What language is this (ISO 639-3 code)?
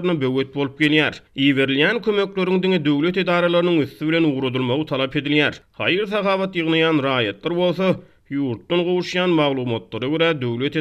tuk